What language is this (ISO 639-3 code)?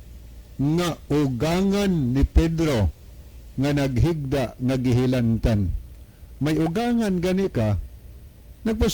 ceb